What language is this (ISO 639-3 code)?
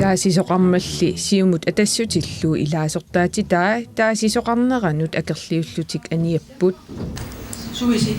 kal